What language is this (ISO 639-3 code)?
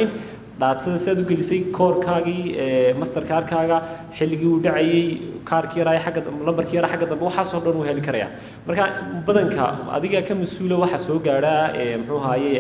som